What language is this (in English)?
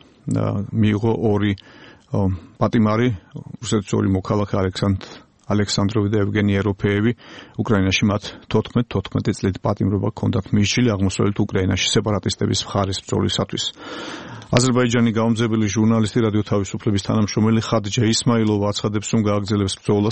Georgian